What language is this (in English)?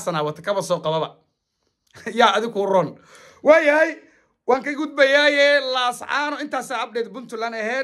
Somali